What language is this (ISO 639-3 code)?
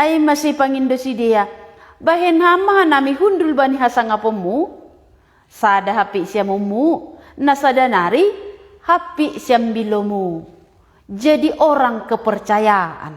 bts